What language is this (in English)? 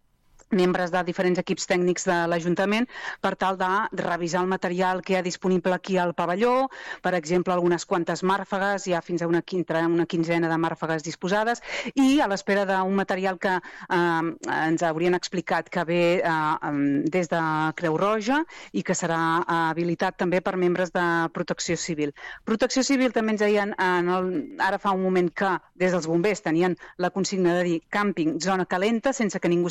Catalan